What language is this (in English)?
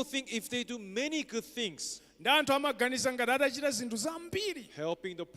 Nyanja